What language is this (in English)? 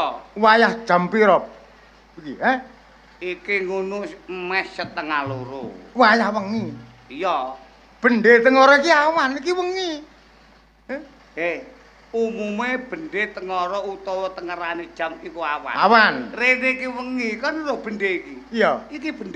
Javanese